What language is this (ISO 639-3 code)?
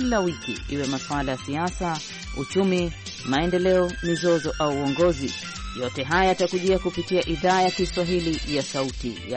swa